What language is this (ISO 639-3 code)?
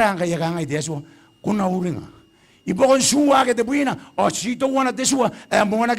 gil